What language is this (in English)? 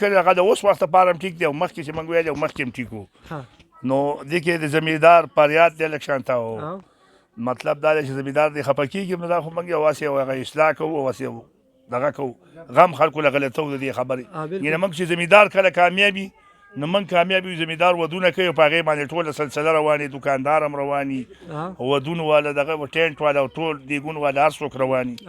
Pashto